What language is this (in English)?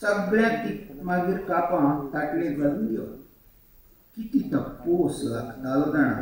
Konkani